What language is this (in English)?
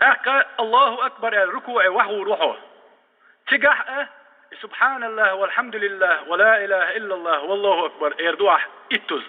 Chechen